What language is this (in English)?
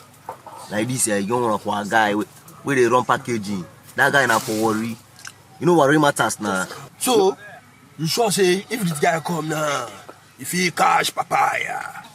Nigerian Pidgin